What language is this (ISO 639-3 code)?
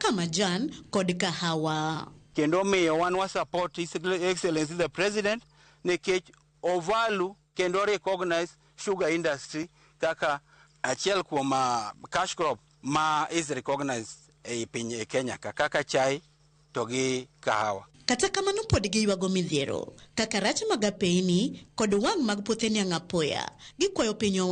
luo